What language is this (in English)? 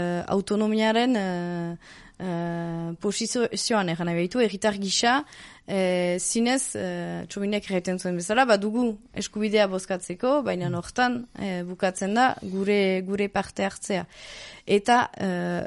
Basque